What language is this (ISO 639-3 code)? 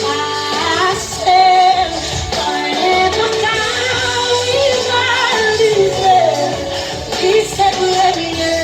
hat